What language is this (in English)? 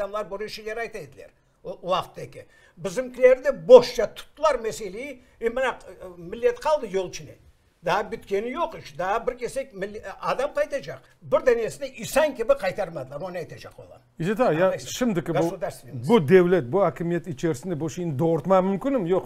Crimean Tatar